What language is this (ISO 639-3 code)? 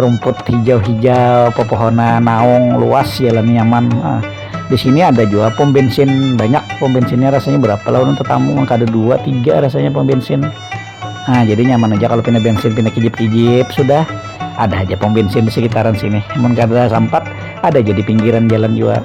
bjn